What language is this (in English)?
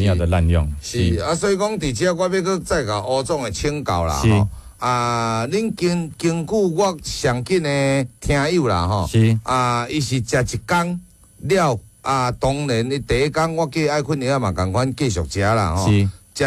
Min Nan Chinese